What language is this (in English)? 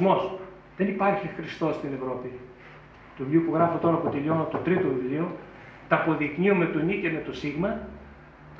Greek